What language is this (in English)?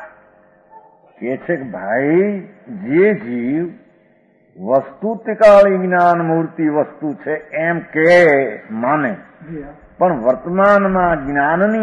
Gujarati